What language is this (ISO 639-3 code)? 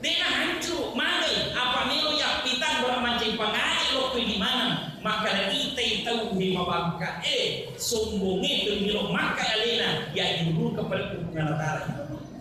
bug